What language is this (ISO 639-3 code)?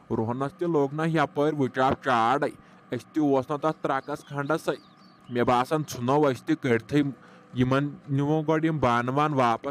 kas